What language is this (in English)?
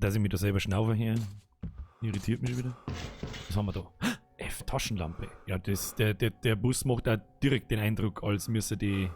Bavarian